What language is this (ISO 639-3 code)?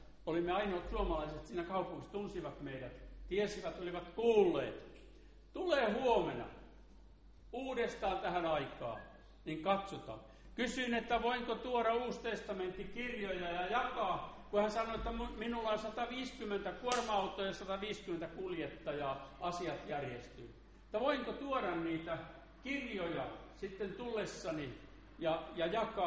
fin